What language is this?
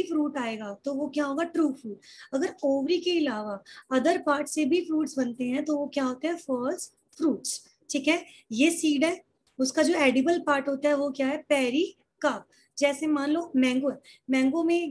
Hindi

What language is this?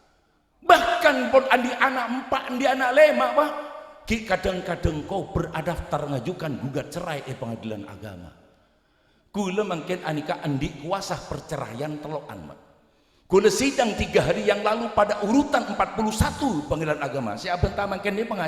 Madurese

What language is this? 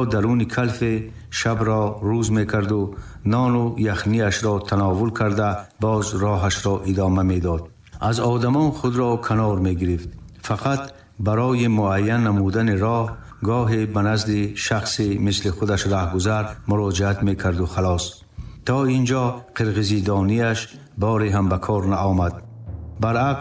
Tajik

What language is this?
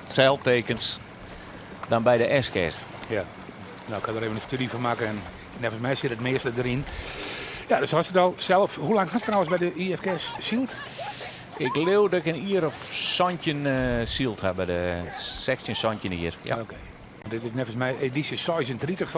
Western Frisian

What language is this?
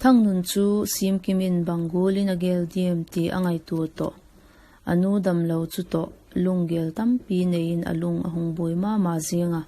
Vaiphei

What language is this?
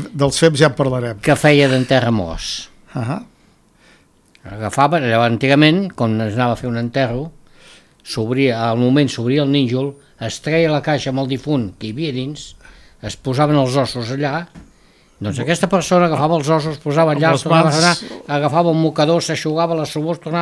Catalan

